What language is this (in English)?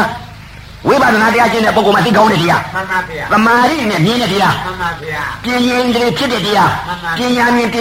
Burmese